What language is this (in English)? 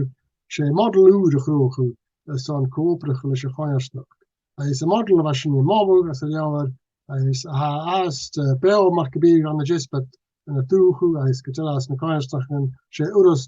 Scottish Gaelic